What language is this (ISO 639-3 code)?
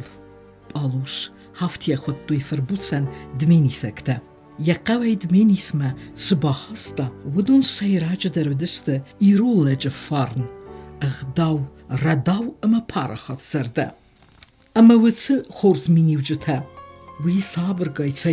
oss